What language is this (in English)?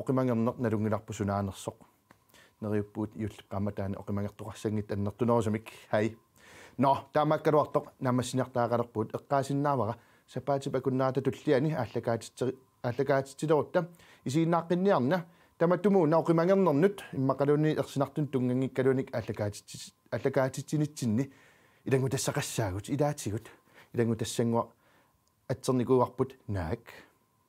Kalaallisut